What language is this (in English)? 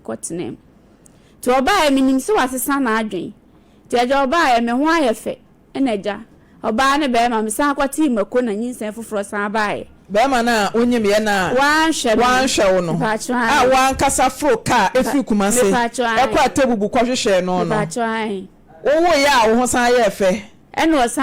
Akan